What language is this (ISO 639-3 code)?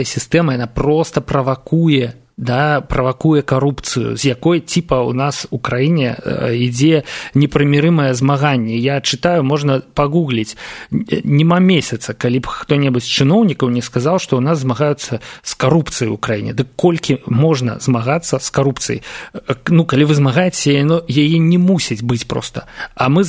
bel